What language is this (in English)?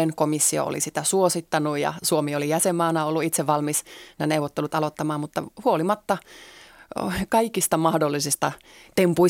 Finnish